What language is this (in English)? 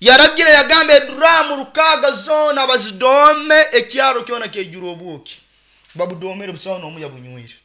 Nyoro